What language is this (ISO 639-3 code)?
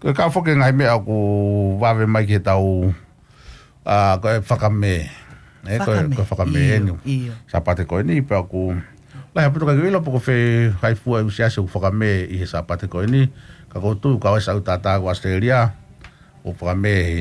ton